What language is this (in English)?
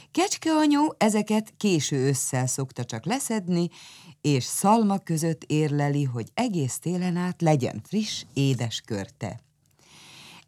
Hungarian